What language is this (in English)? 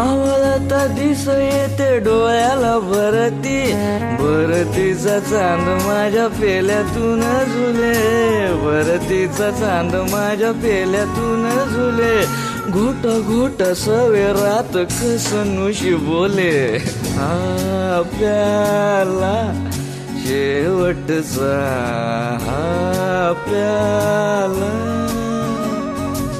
Marathi